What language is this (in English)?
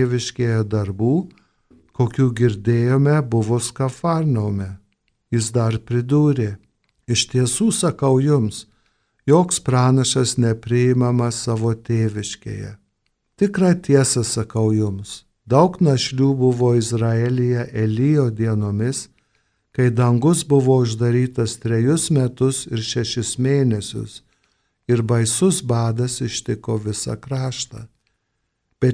Lithuanian